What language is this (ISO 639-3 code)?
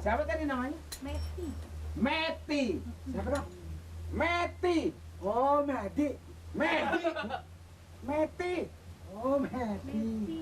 bew